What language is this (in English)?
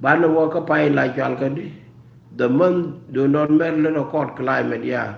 Nuer